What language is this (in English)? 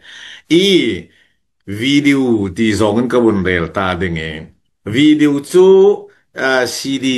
Falam Chin